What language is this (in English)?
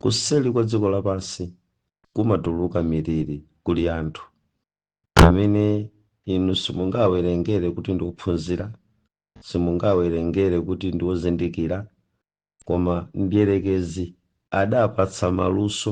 Nyanja